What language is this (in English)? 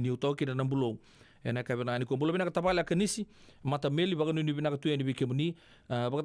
Fijian